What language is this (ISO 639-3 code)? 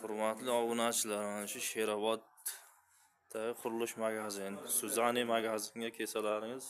uzb